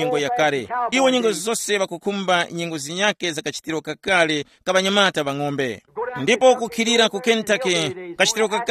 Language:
Tumbuka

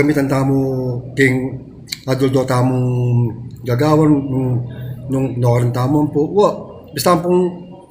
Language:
Pampanga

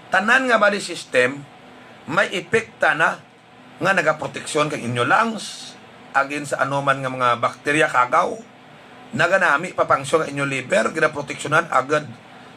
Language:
Hiligaynon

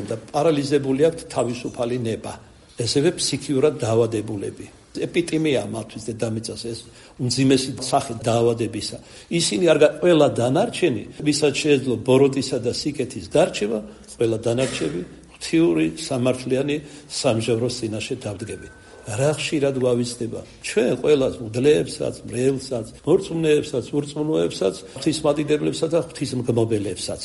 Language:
Georgian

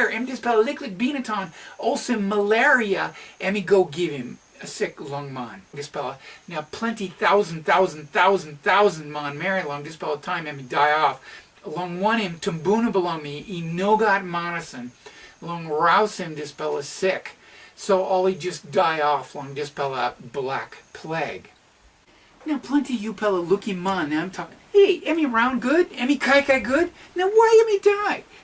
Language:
Tok Pisin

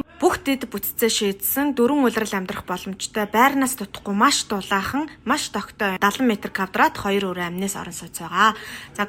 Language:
Mongolian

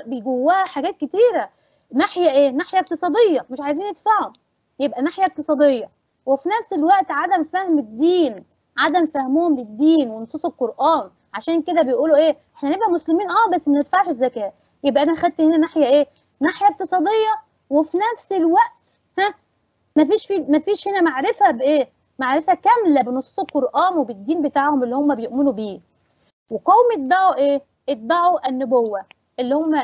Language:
Egyptian Arabic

